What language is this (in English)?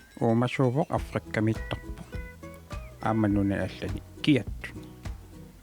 Kalaallisut